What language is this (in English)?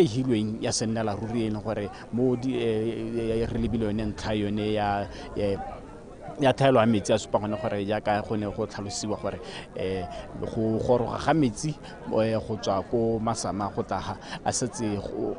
Tswana